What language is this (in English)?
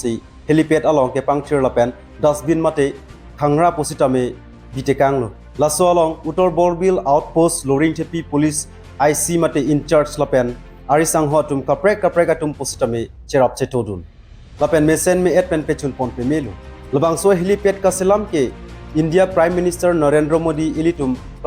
Karbi